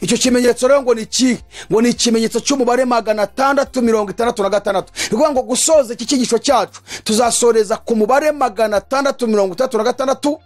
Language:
Kinyarwanda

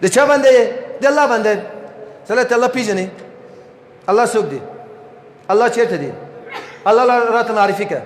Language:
Persian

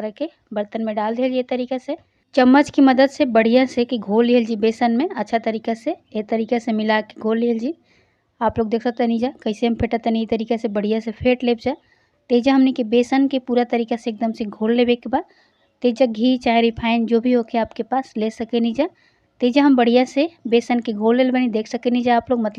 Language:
Bhojpuri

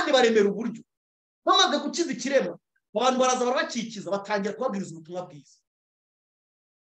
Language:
Kinyarwanda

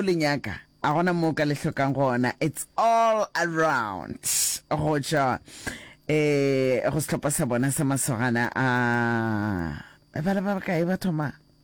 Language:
Northern Sotho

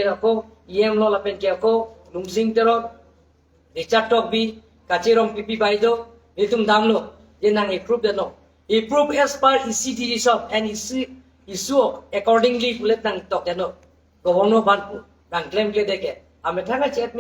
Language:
Karbi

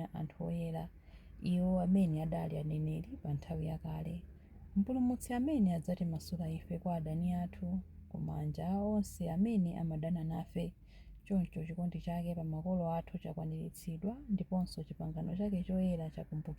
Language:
Nyanja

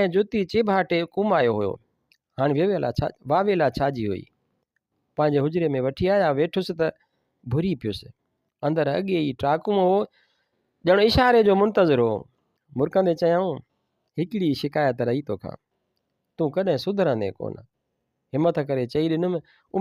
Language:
Sindhi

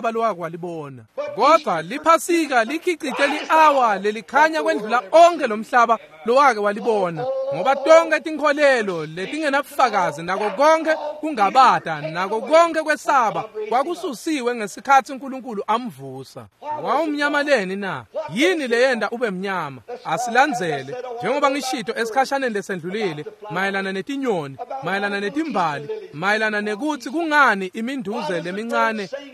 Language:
Swati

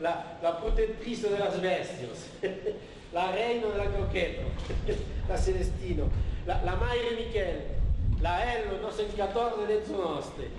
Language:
Occitan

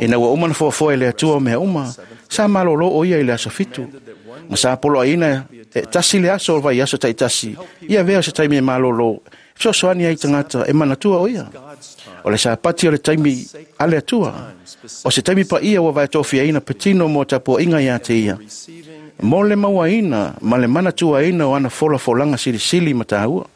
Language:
Samoan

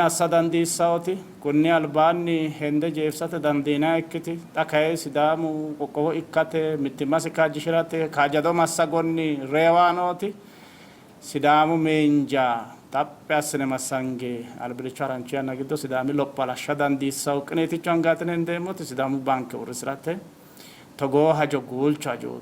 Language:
Sidamo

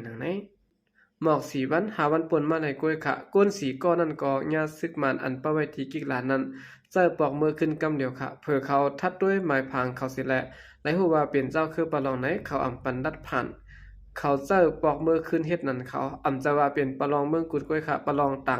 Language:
Shan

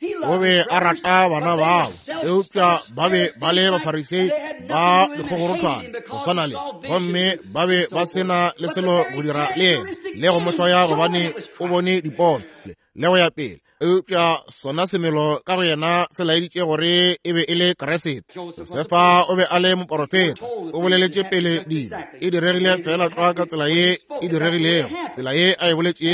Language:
Northern Sotho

